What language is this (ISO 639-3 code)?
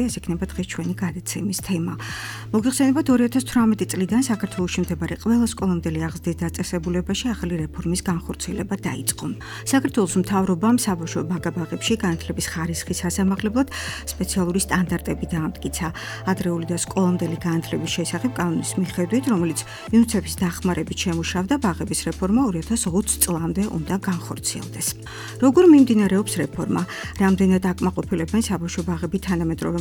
kat